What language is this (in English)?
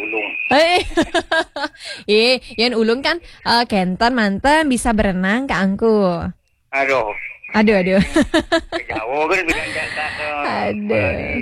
Balinese